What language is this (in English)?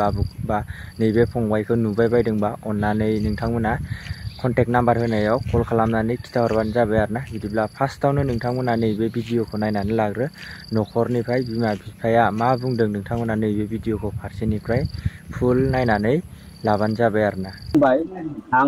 Bodo